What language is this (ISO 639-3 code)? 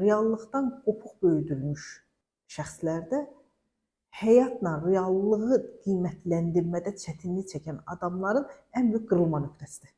aze